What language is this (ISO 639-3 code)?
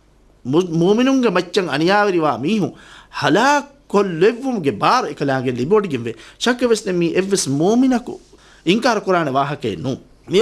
div